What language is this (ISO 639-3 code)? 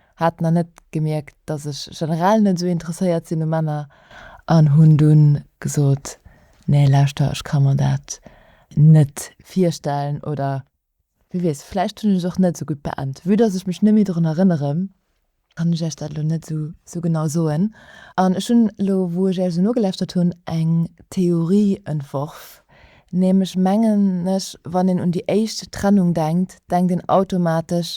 ltz